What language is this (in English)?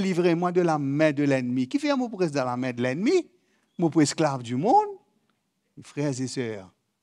Morisyen